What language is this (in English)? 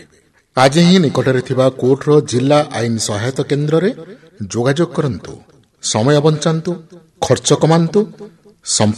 Odia